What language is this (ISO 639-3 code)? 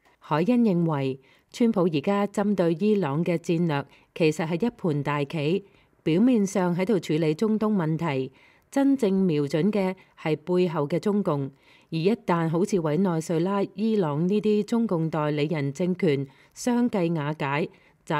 yue